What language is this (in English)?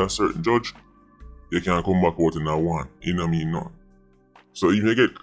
Jamaican Creole English